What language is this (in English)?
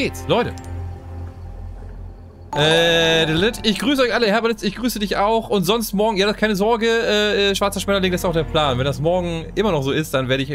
German